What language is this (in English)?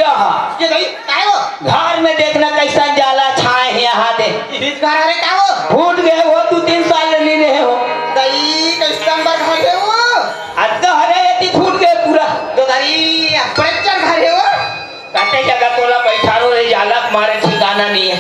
Chhattisgarhi